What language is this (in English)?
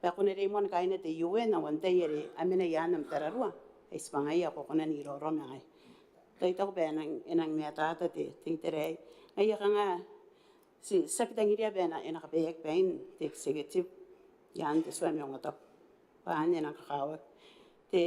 Gilbertese